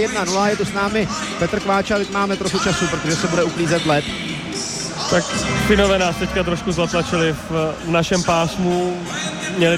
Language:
Czech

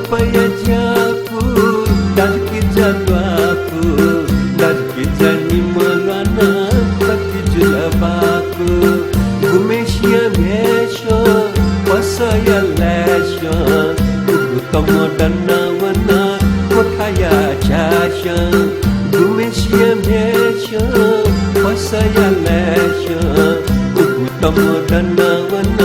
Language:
Newari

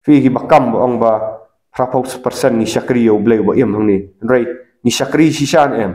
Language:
Khasi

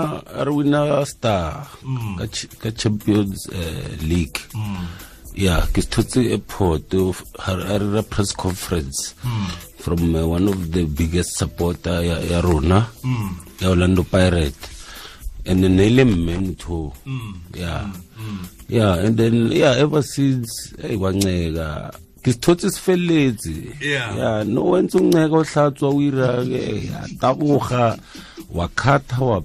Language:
Tswana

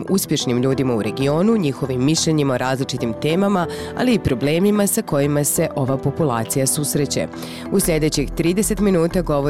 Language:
Bosnian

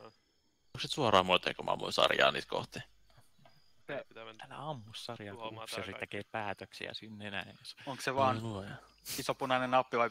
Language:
Finnish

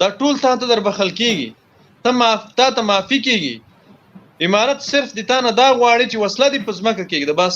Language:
Pashto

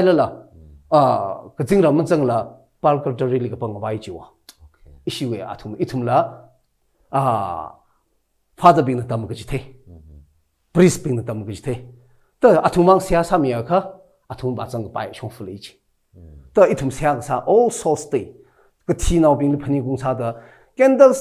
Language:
Tangkhul Naga (India)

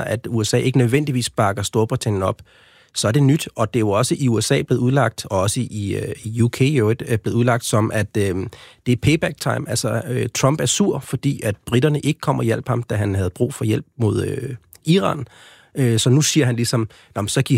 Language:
Danish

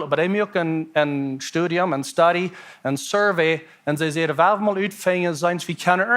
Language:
Plautdietsch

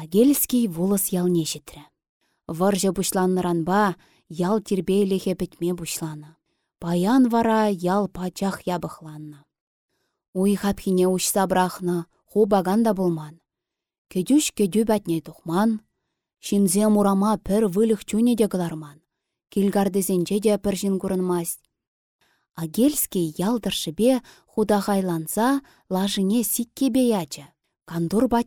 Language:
Chuvash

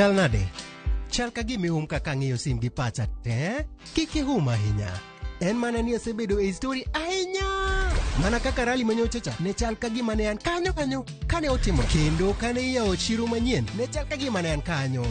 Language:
Luo (Kenya and Tanzania)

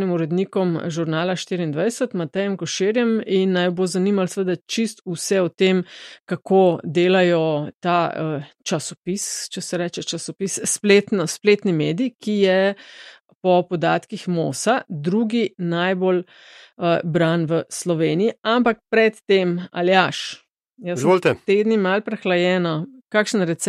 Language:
Slovenian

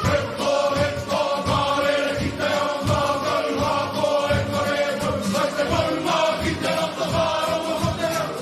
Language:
Māori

